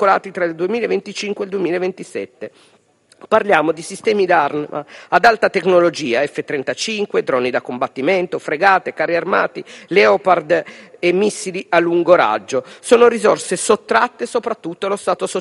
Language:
Italian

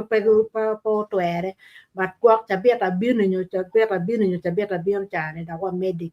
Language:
Acoli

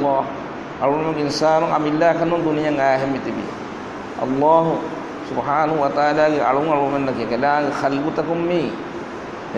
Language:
Divehi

